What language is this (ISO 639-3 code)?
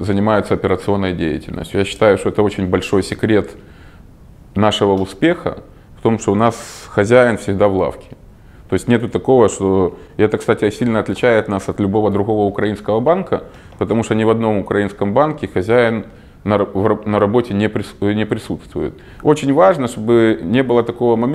rus